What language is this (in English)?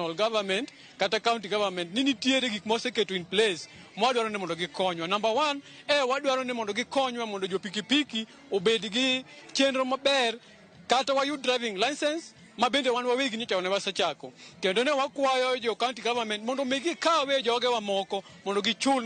Luo (Kenya and Tanzania)